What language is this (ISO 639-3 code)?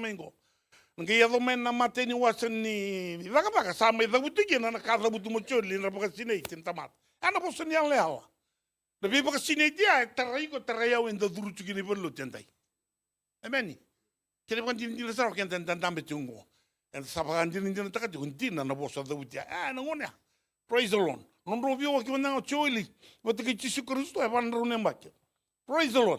fij